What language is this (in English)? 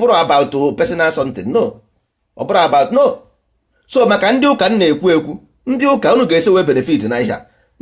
Igbo